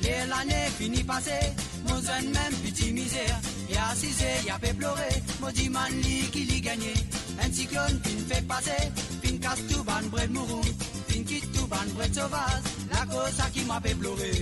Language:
Morisyen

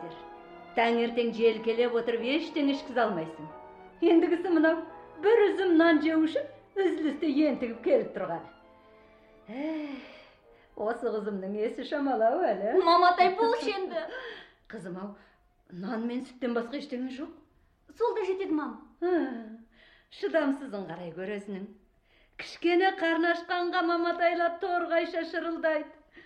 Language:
Kazakh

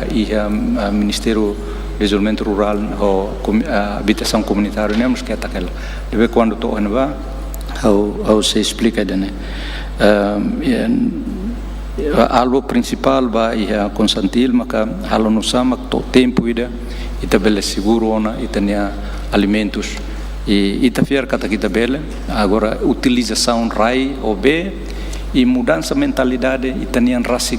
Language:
Tetum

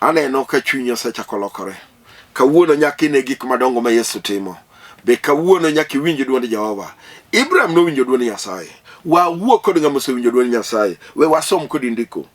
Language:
Luo (Kenya and Tanzania)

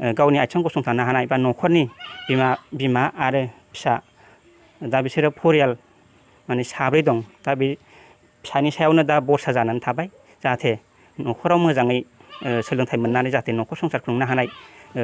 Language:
Bodo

